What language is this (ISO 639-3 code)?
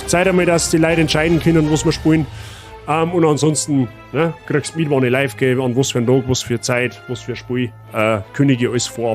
bar